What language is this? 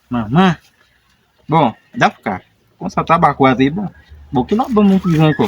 Haitian Creole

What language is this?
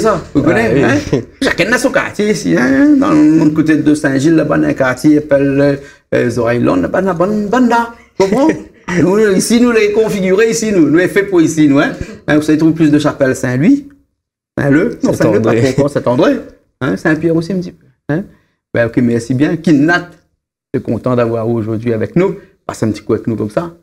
Réunion Creole French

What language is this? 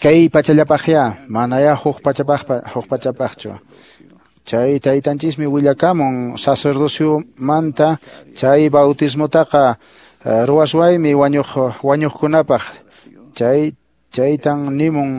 Quechua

